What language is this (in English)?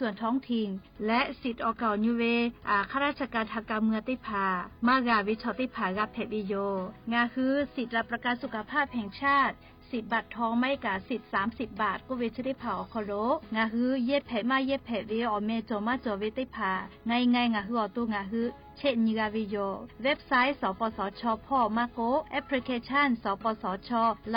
Lahu